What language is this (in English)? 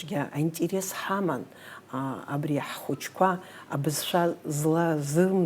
Abkhazian